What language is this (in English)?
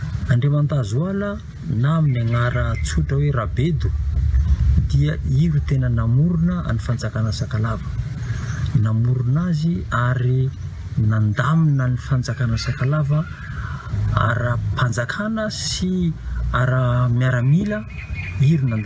Malagasy